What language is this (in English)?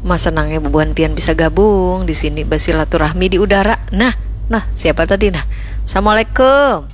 Banjar